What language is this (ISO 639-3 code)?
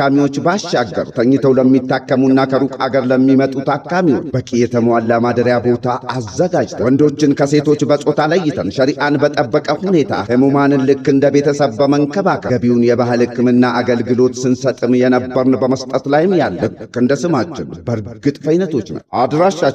amh